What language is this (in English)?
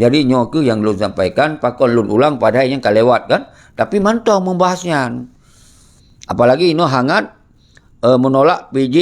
Achinese